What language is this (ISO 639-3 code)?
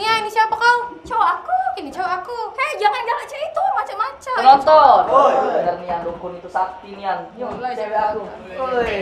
mui